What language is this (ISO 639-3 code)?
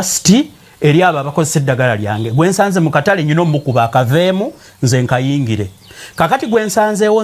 lug